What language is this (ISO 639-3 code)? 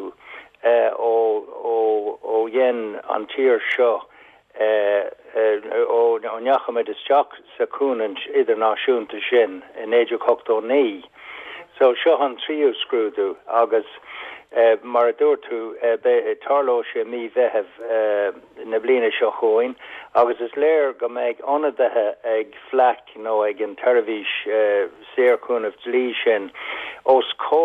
gle